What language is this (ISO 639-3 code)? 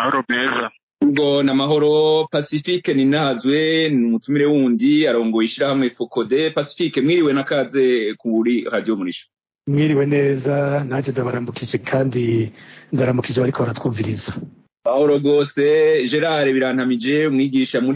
run